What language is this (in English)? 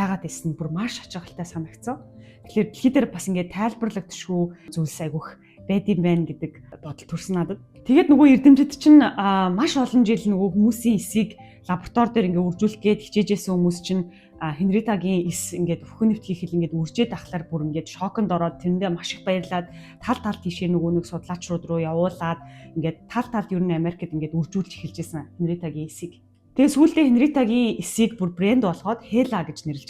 Mongolian